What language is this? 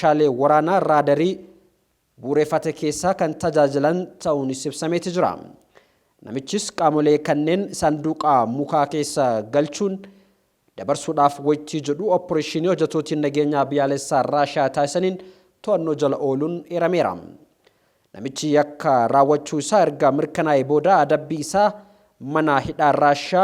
Oromo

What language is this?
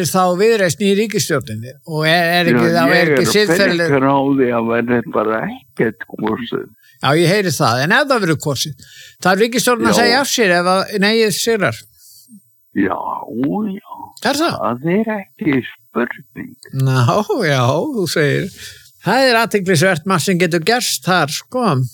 Icelandic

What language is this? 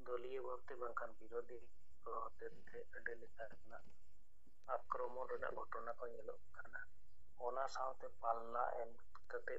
Santali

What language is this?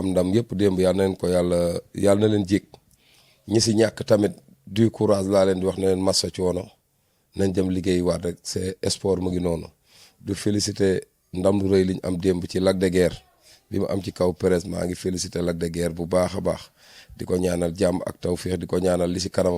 Wolof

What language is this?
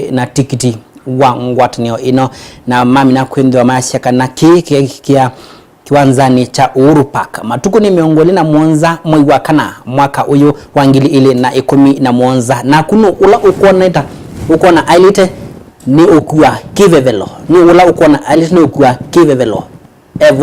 Kamba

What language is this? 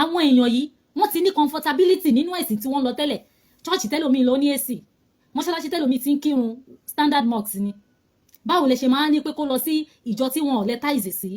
Yoruba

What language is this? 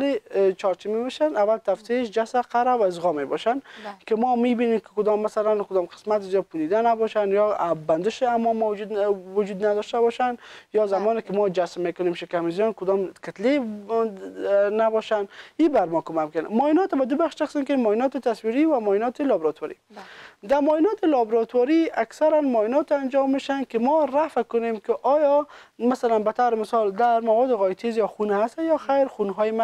Persian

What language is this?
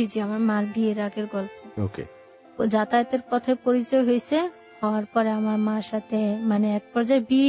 Bangla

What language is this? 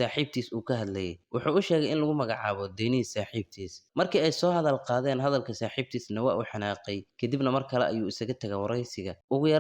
Somali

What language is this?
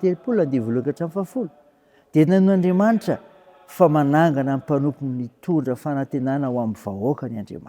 Malagasy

